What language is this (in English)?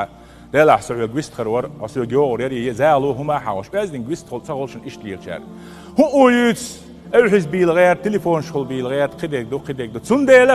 Chechen